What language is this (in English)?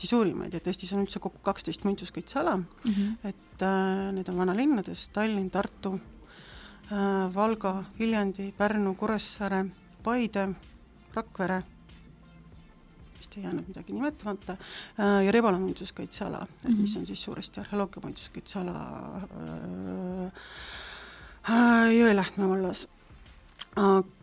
Estonian